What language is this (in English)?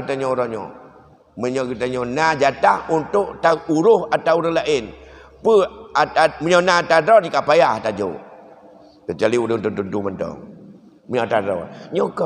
Achinese